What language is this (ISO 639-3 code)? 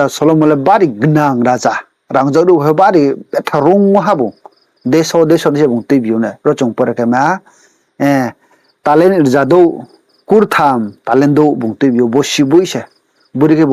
ria